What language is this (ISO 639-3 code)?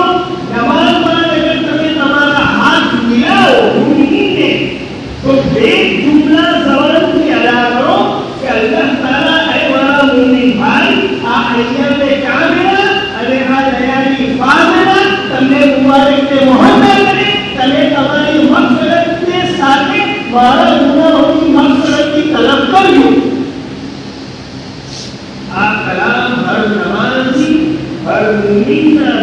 urd